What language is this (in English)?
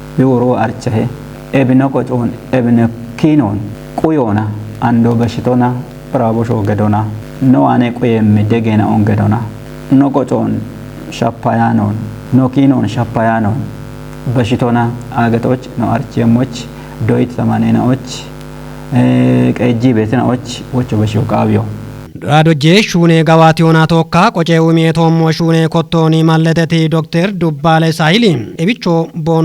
Kafa